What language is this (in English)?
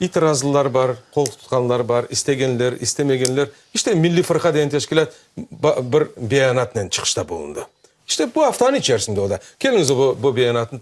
Crimean Tatar